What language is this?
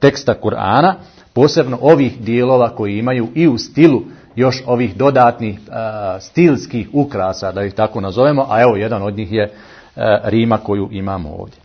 Bosnian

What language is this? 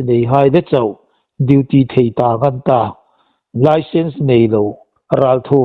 Hmar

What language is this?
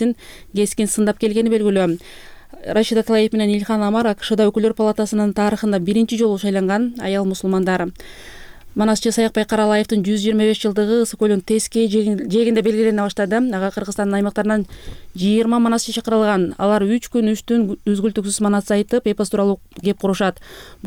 Kyrgyz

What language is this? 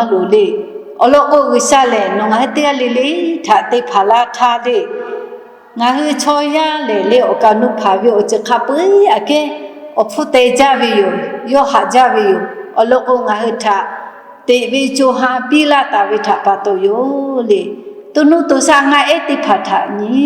Lahu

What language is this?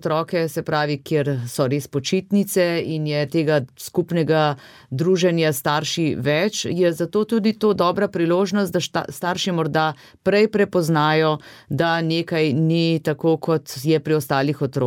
Slovenian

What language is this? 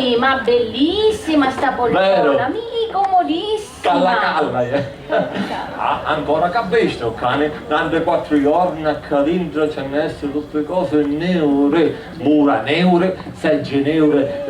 Sicilian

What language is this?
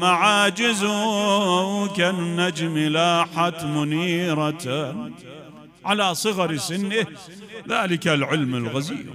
Mesopotamian Arabic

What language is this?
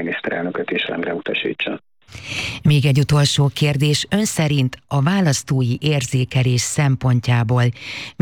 Hungarian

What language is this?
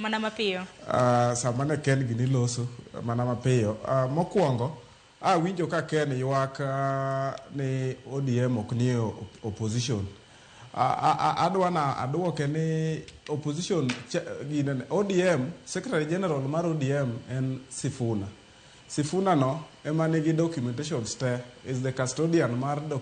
Luo (Kenya and Tanzania)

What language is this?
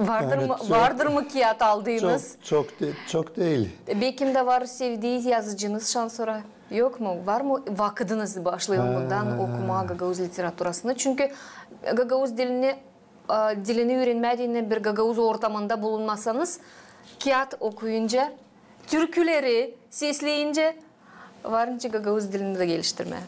Gagauz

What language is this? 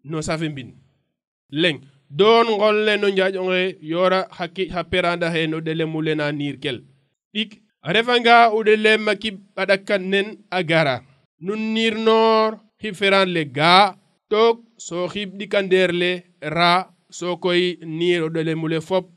Serer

